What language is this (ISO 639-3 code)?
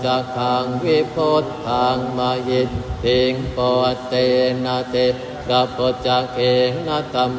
pli